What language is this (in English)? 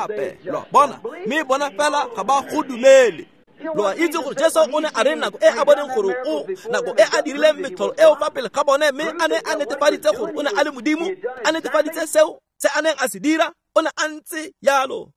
Tswana